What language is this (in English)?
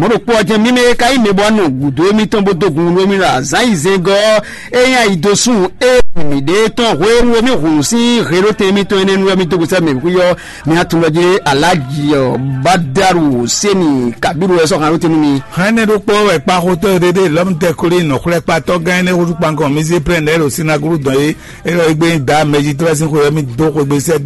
Fon